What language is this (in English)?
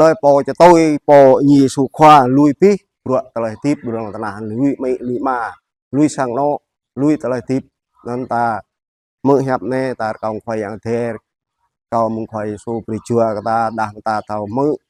Jarai